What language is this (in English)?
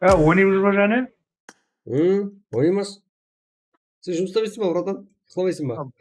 Kara-Kalpak